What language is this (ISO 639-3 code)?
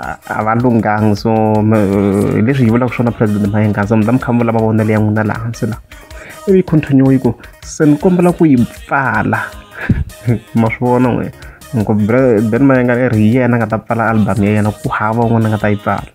tso